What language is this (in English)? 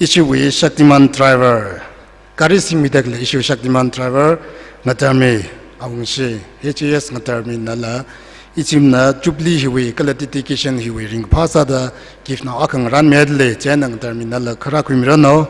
Tangkhul Naga (India)